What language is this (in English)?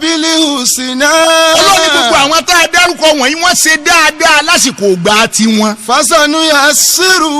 Yoruba